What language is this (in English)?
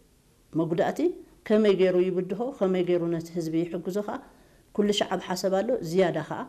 Tigrinya